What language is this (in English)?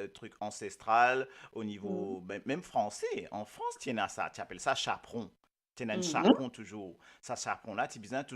Morisyen